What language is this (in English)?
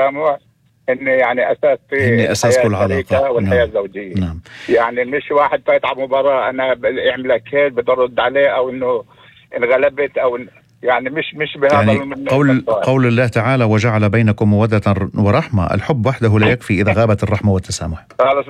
North Levantine Arabic